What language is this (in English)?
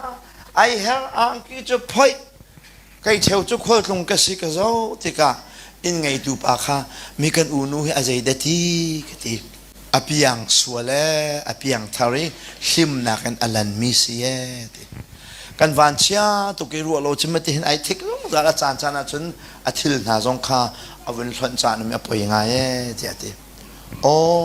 Hakha Chin